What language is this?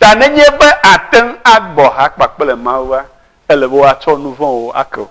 Ewe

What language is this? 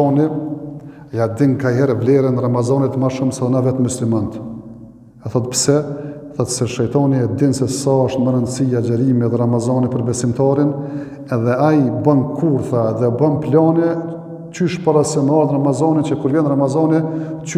Albanian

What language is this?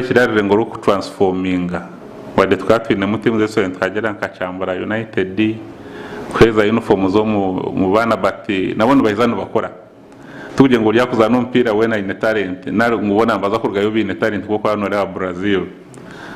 Nyankole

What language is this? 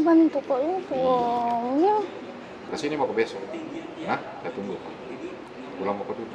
Makassar Malay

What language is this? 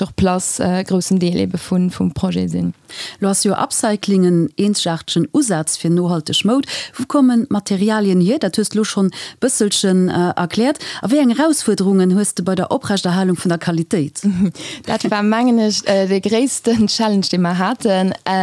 Luxembourgish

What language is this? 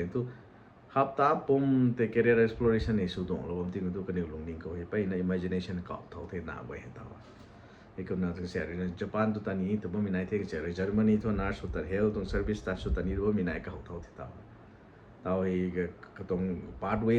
Rongmei Naga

